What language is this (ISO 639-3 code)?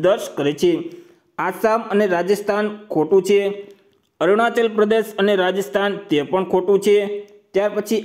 guj